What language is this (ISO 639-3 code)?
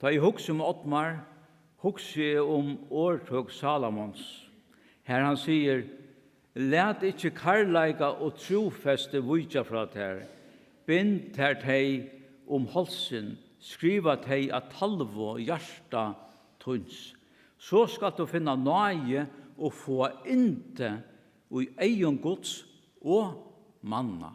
fao